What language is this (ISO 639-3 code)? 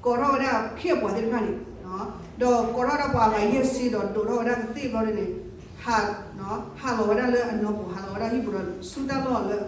ksw